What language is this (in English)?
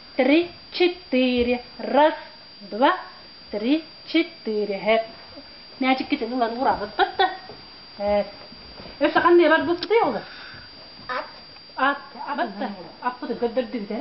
Yakut